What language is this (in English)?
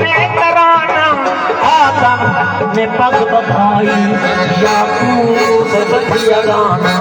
Saraiki